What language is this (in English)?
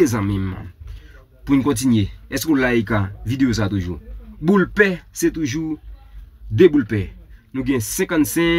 Haitian Creole